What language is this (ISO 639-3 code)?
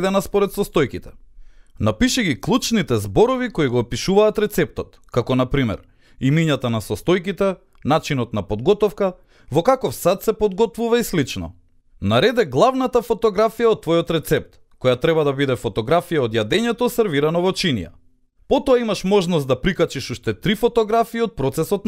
mkd